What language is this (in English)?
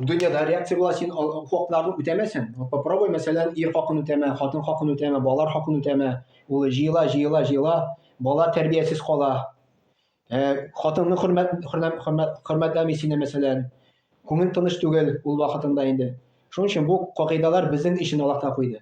Tatar